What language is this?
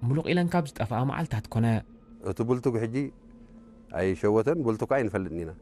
Tigrinya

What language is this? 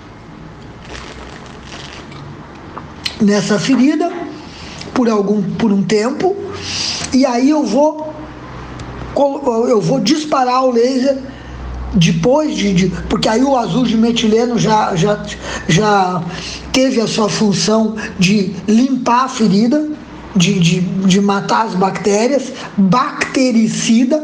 Portuguese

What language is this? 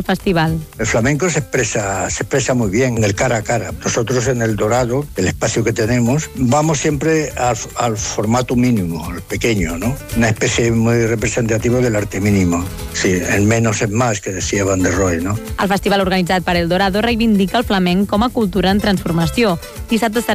Catalan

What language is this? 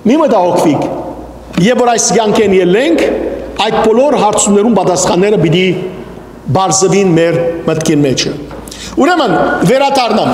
Western Armenian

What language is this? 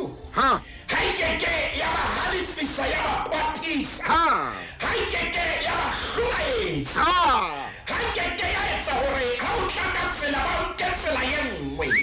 Southern Sotho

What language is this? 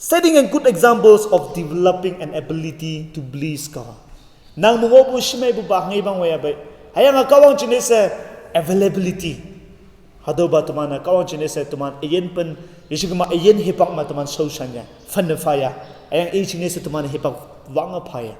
Konyak Naga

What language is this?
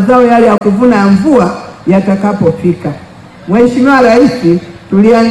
Swahili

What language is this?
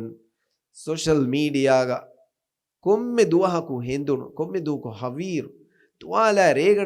Divehi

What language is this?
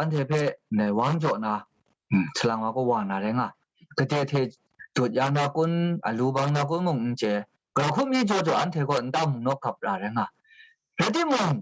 Kachin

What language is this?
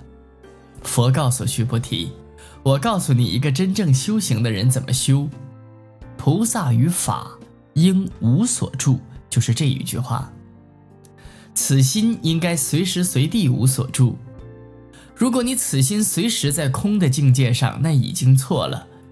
Chinese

